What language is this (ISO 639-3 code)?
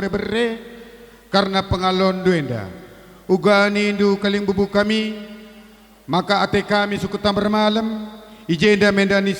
btx